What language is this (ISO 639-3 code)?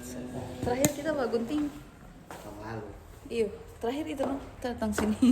xmm